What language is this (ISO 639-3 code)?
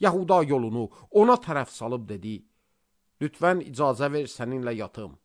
aze